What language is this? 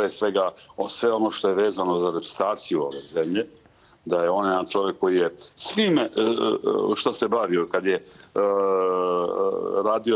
Serbian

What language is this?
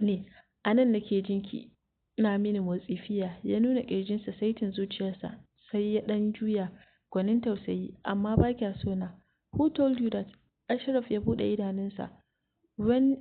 Hausa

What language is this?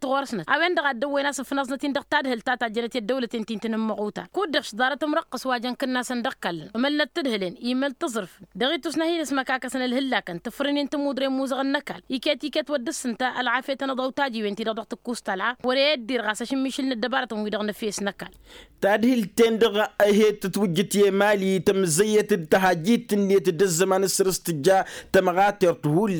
Tamasheq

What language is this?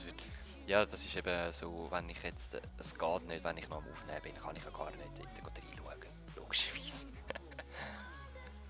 Swiss German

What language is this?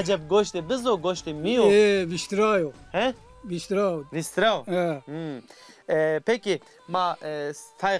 Zaza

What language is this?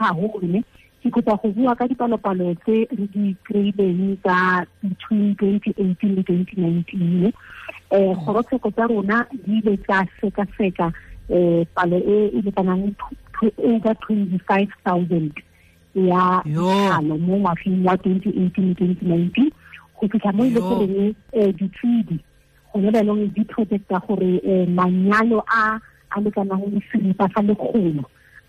Tswana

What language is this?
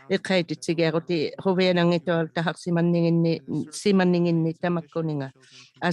Inuktitut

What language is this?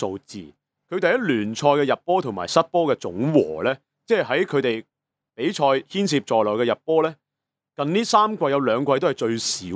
Cantonese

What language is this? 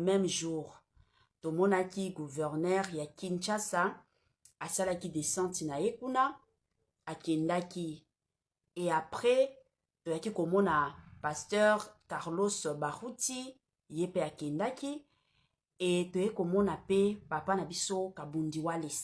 Lingala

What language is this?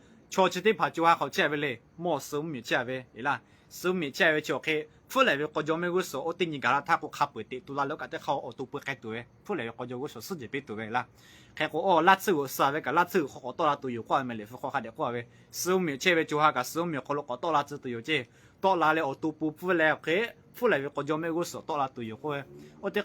Lahu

